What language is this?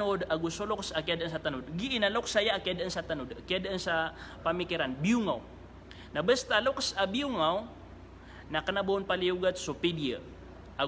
Maranao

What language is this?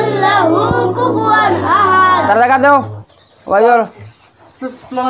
Sylheti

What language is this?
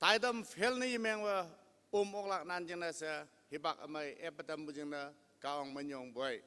Konyak Naga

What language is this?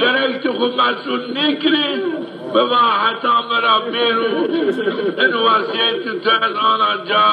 Zaza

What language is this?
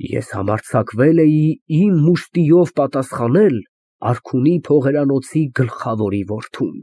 Armenian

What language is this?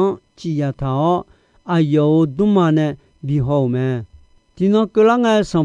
Akha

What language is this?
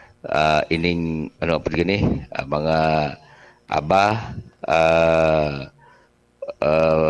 Bikol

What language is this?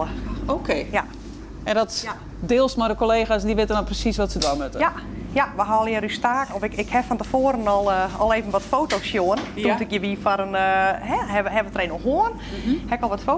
Western Frisian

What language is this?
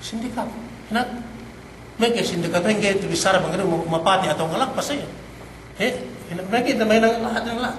Yakan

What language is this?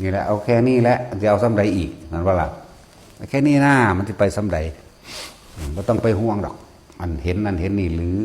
Northeastern Thai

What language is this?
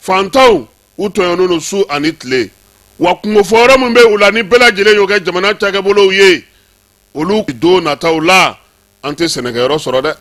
Bambara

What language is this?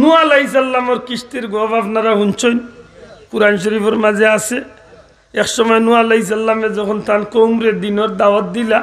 Sylheti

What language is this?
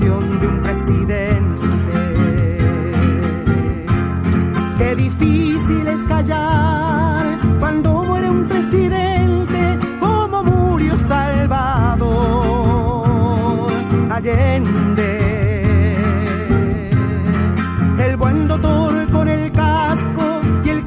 Spanish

